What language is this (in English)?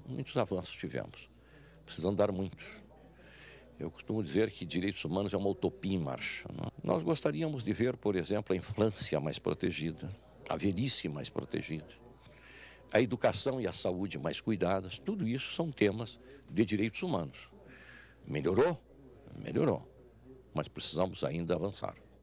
Portuguese